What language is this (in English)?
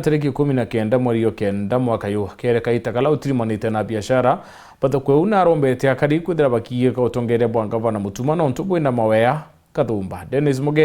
Meru